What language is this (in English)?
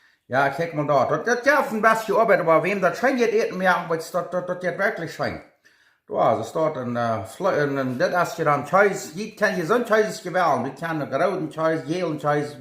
Plautdietsch